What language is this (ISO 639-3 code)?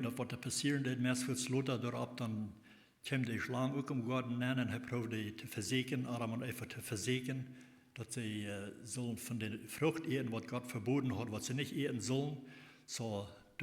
pdt